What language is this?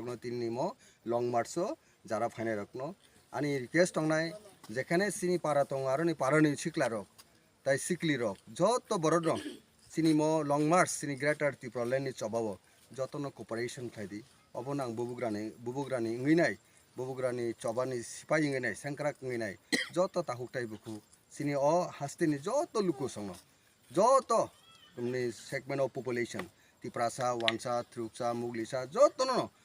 Kok Borok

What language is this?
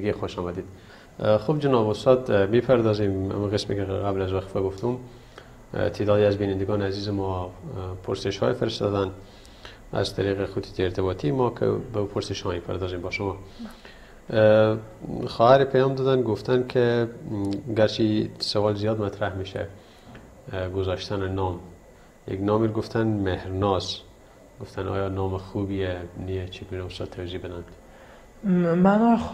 Persian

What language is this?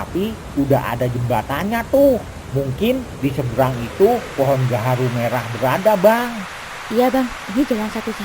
Betawi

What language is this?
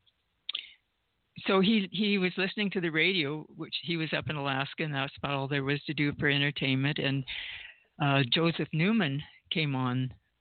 English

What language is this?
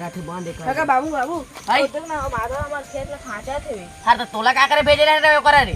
Chhattisgarhi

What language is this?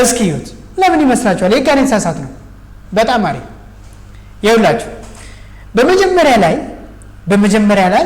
Amharic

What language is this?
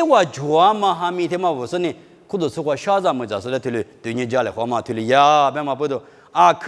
Lisu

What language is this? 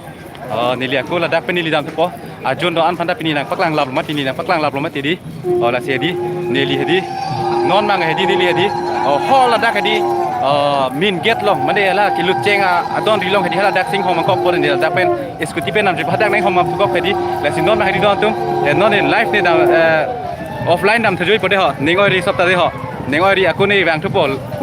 Karbi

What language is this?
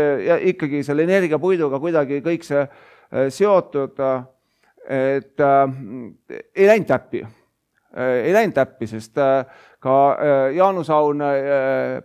Estonian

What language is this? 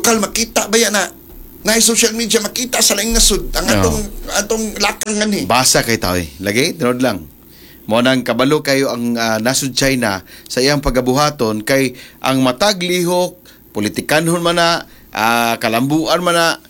Cebuano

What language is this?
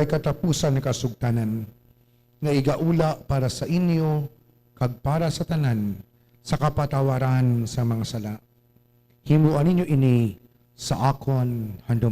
Hiligaynon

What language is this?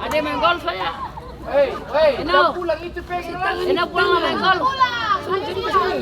Ambonese Malay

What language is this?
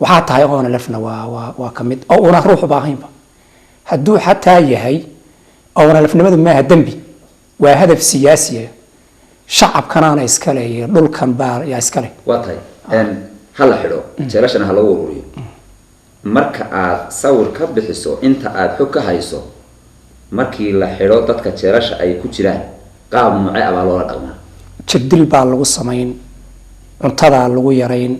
Somali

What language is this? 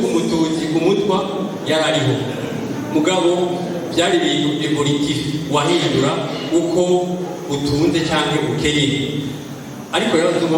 Rundi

